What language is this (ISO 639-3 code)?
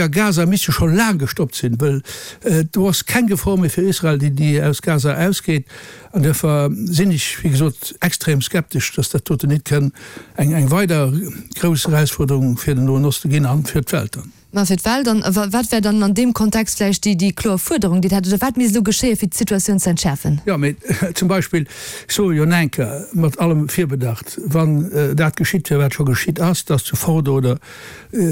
ltz